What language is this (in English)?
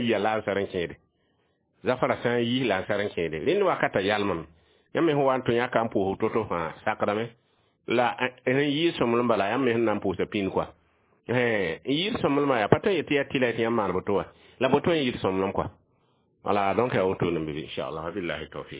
Mossi